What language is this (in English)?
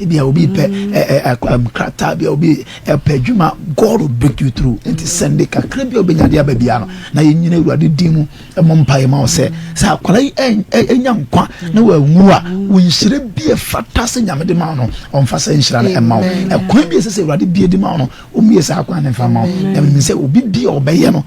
Akan